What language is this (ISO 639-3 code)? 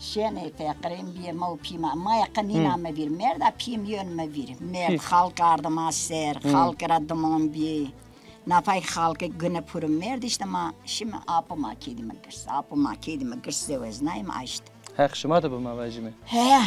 zza